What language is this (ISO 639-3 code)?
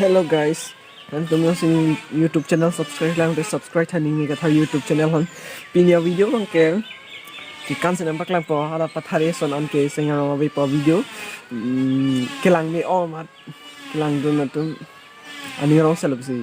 mjw